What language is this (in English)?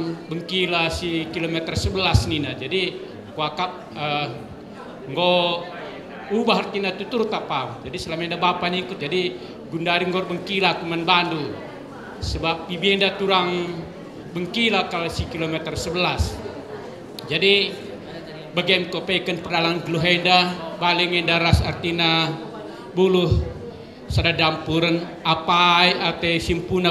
Batak Karo